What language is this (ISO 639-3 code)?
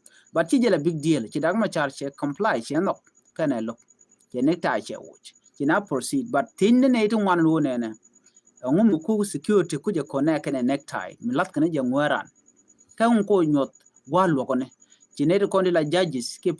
nus